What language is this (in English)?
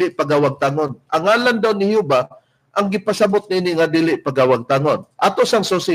Cebuano